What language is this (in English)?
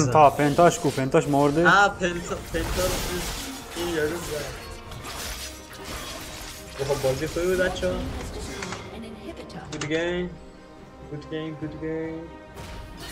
Persian